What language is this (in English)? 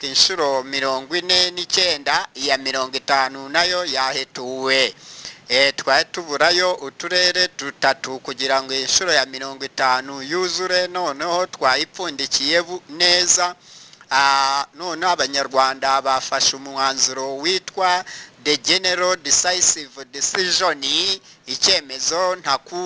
Kinyarwanda